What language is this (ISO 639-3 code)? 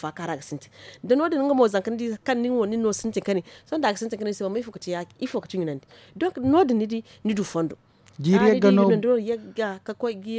dje